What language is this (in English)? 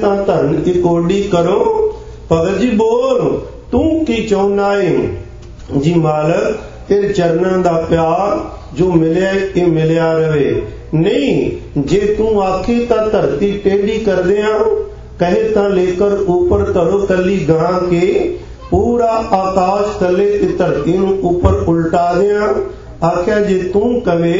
Punjabi